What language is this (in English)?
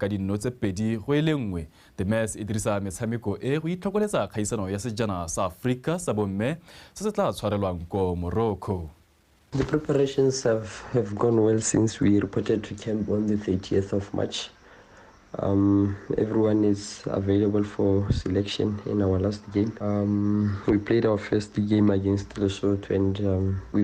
Tswana